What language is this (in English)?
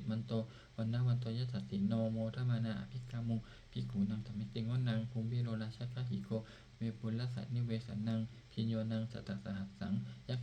Pali